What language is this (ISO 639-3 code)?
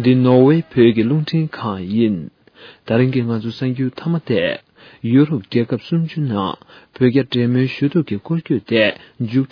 bod